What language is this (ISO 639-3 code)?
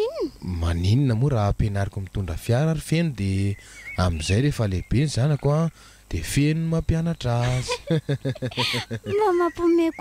mlg